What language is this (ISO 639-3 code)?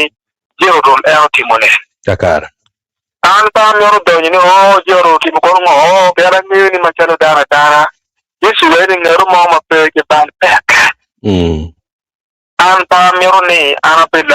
ach